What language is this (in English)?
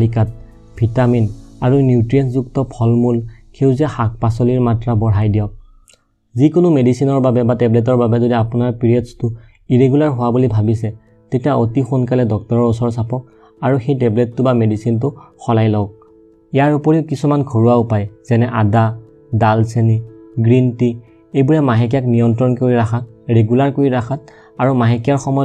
Assamese